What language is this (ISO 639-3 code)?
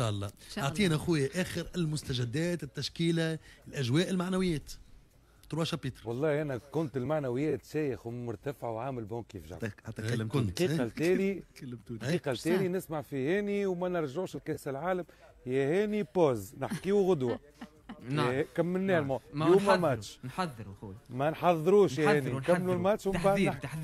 aeb